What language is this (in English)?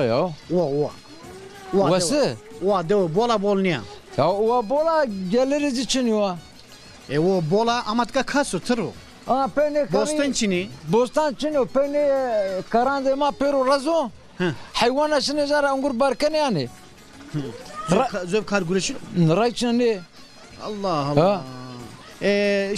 Zaza